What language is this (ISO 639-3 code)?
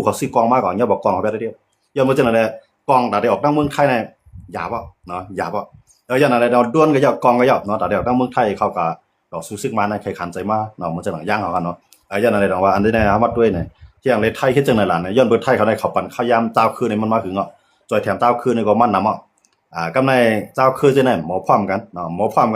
shn